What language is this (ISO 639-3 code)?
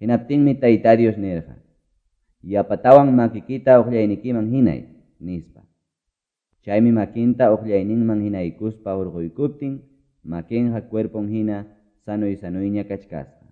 que